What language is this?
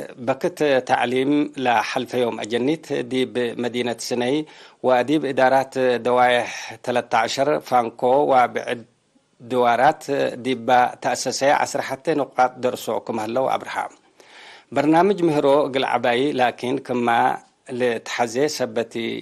Tigre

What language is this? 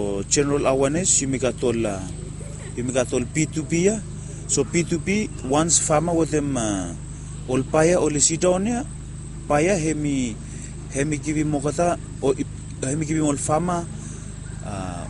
Bislama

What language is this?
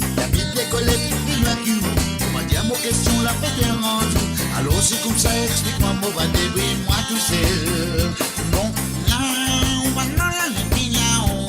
Morisyen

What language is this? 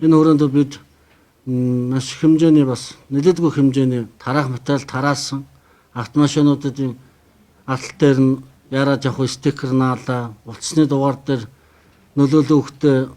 Mongolian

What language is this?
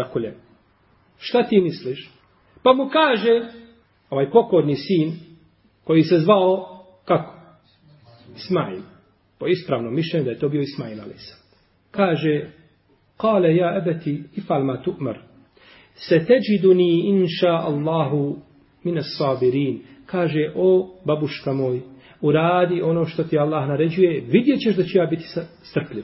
Bosnian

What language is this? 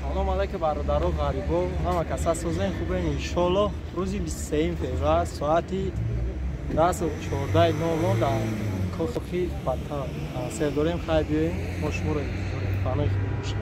Tajik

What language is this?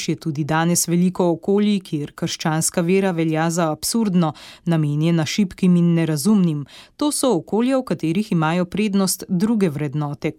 Slovenian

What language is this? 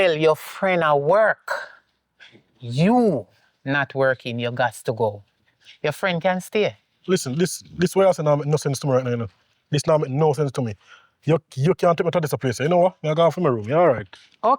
Jamaican Creole English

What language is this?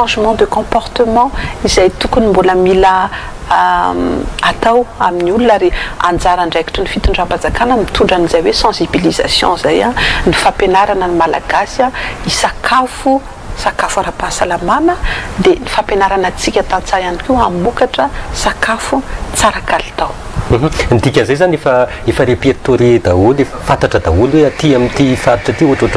Malagasy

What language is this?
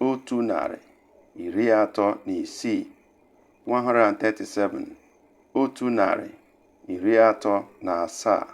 Igbo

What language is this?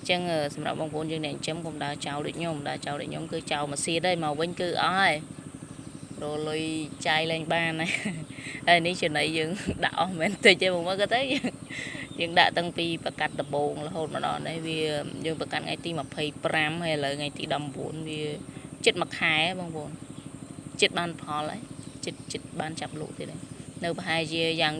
Khmer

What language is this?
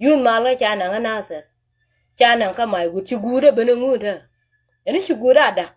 Nuer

